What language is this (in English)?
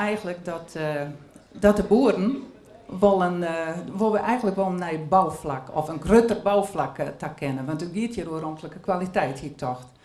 Western Frisian